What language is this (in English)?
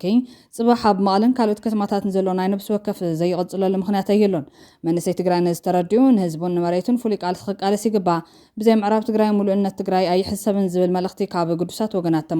Tigrinya